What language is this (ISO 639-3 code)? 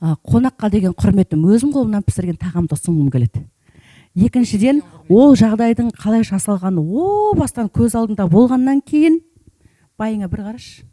kaz